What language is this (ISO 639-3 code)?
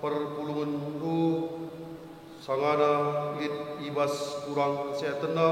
btx